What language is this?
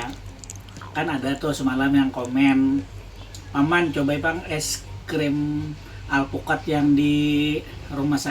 Banjar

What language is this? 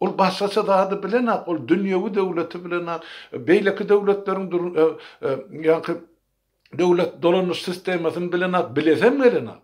Turkmen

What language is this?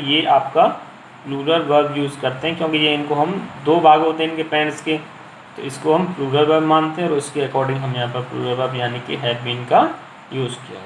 Hindi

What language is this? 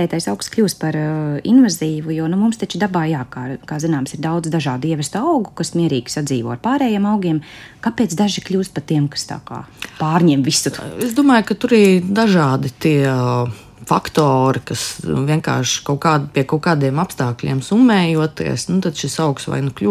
Latvian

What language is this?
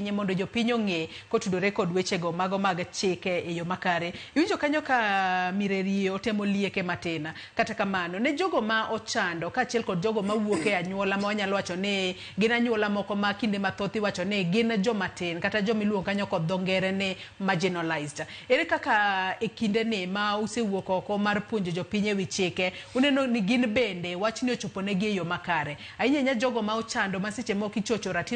Luo (Kenya and Tanzania)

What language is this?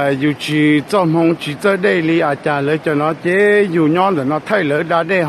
Hmong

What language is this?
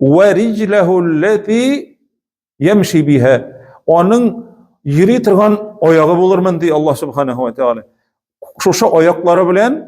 Tatar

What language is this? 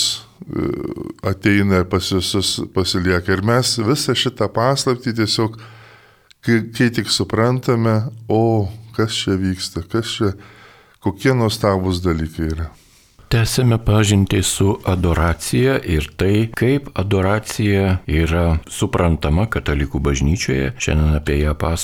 Lithuanian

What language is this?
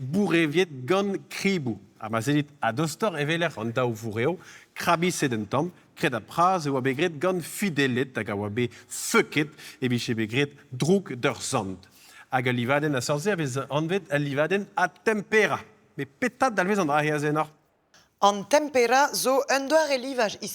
Breton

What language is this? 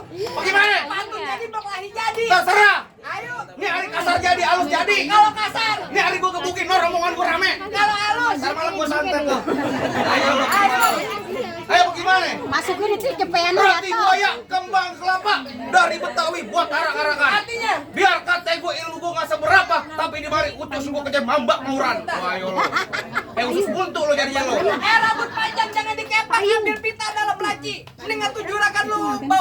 Betawi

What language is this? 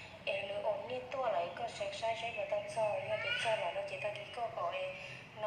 Hmong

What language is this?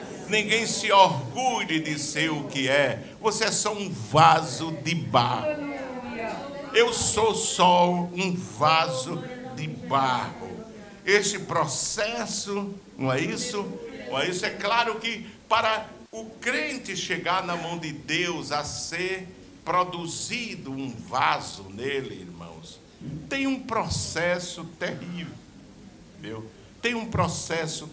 Portuguese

